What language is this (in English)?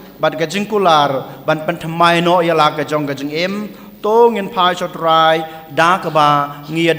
Khasi